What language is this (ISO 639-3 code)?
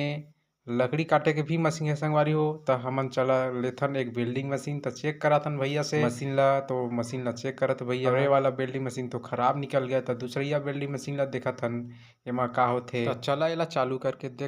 hne